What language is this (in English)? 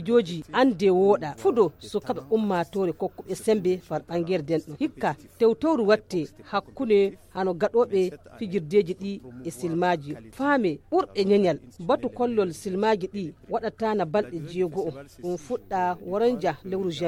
Fula